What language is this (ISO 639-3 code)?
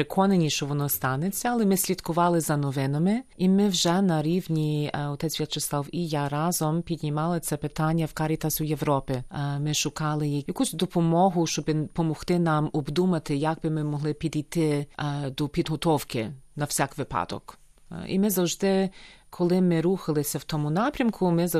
ukr